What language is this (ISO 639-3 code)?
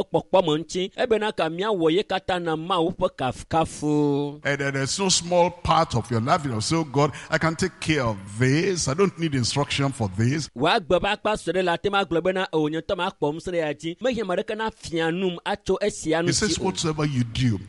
ewe